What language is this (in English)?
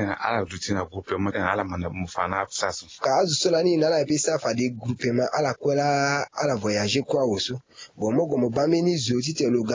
Sango